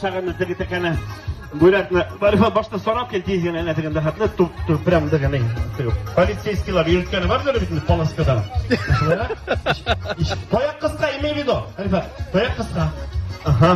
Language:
Tatar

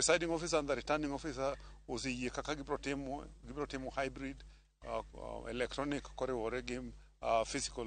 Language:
Luo (Kenya and Tanzania)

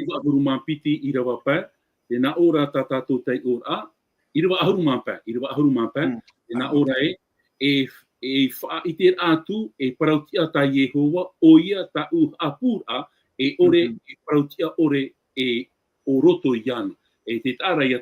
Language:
Tahitian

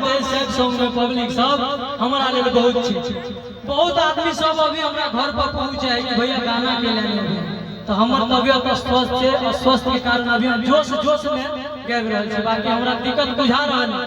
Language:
Maithili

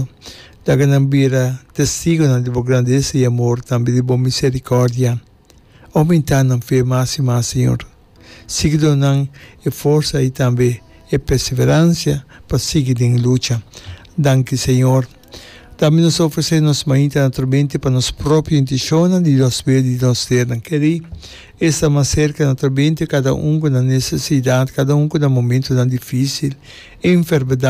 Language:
Papiamento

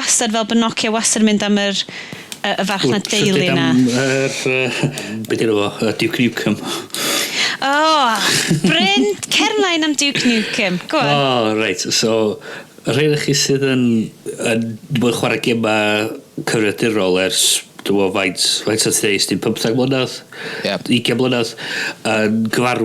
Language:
Welsh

